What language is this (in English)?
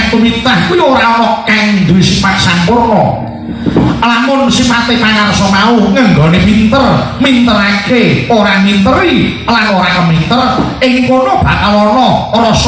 Javanese